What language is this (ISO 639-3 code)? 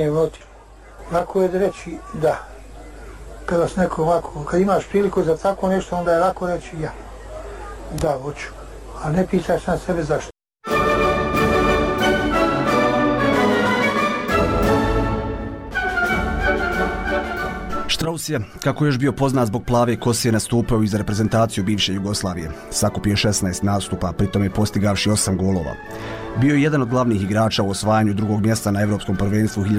bos